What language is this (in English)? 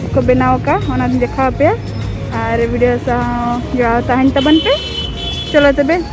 Santali